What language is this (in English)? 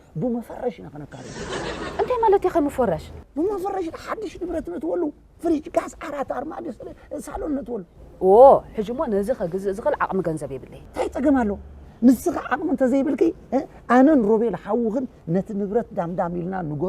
Tigrinya